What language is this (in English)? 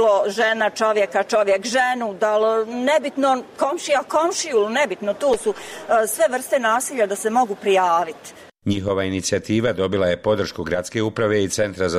Bosnian